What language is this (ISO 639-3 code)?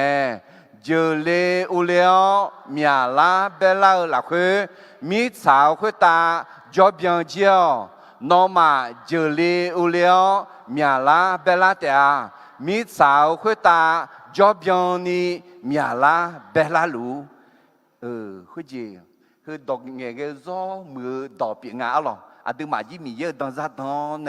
ahk